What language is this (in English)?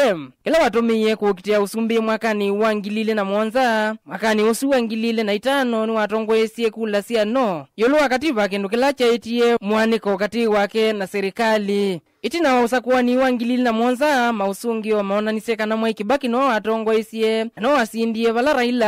Kamba